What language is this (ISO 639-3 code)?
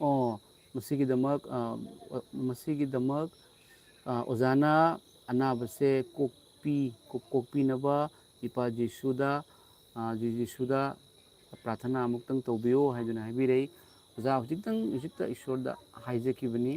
mni